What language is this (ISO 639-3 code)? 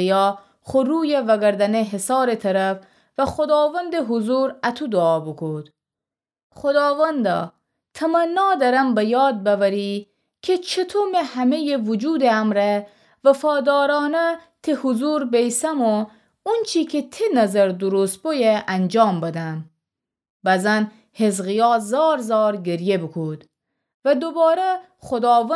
glk